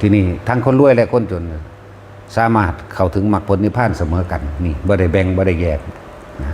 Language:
Northeastern Thai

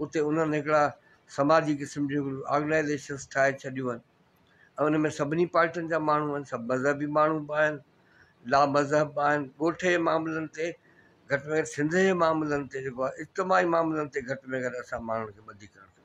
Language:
Sindhi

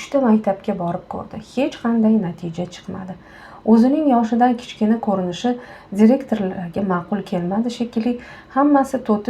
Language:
Uzbek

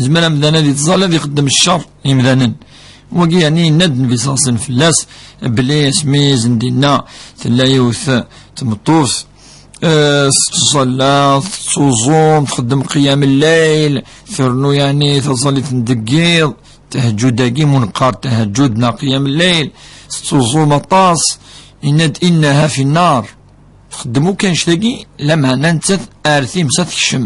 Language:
Kabyle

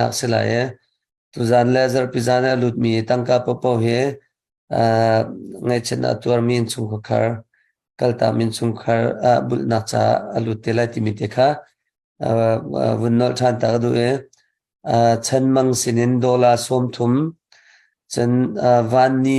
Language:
Hakha Chin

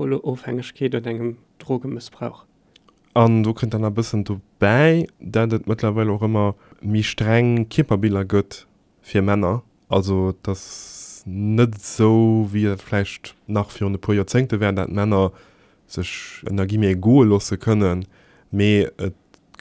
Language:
Luxembourgish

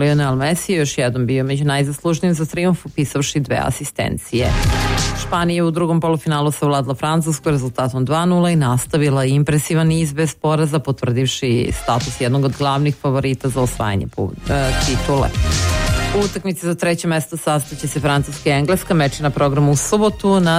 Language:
Serbian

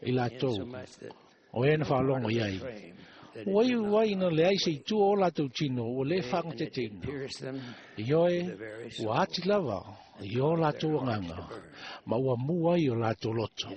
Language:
Samoan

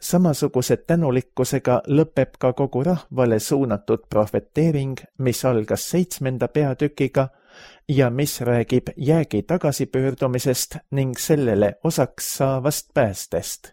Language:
Estonian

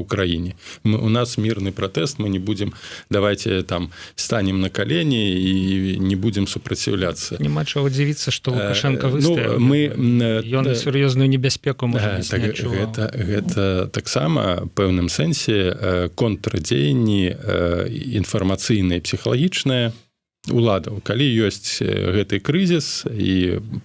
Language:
Belarusian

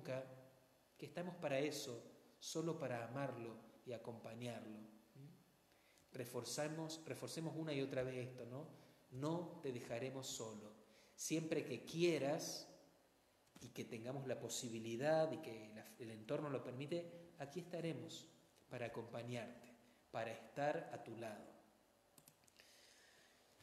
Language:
Spanish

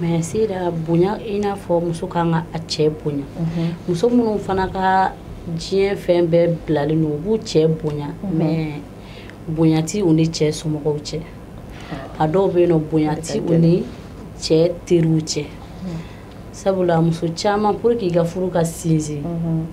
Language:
Bambara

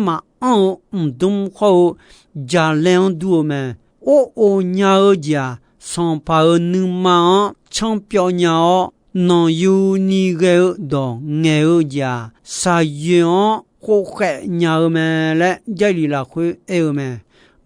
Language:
Akha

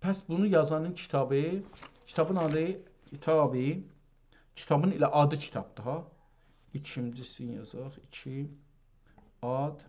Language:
South Azerbaijani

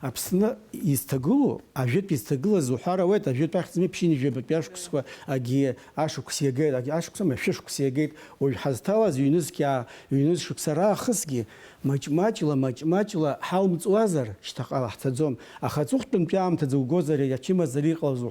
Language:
Abkhazian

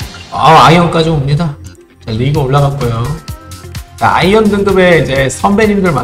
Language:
Korean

